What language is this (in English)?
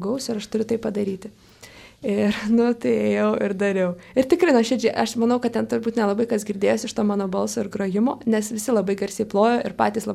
Lithuanian